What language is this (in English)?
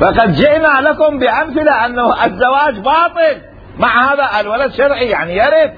Mesopotamian Arabic